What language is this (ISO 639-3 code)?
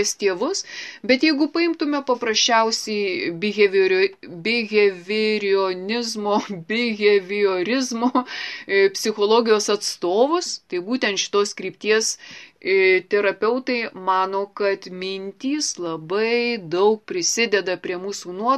lit